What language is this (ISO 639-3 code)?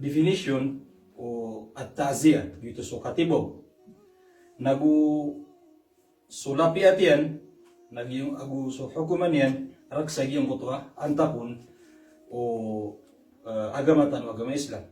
mrw